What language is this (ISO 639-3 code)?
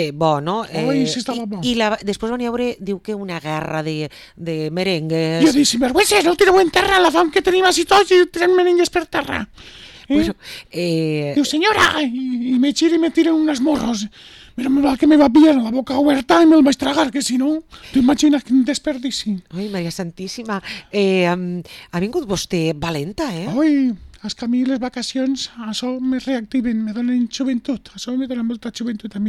cat